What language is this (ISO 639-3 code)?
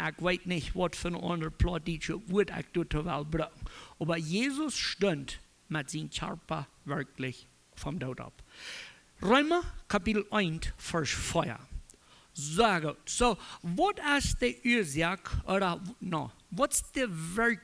pdt